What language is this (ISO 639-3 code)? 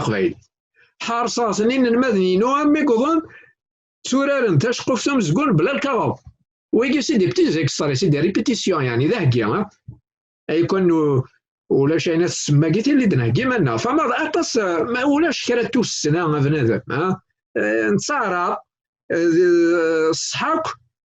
kab